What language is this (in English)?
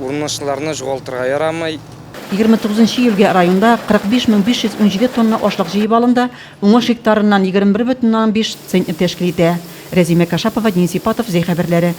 Tatar